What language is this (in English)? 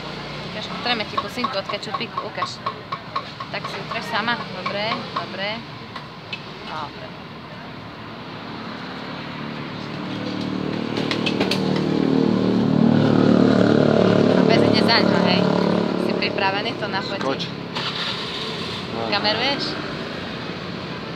Slovak